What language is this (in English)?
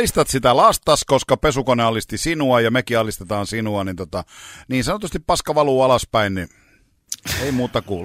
Finnish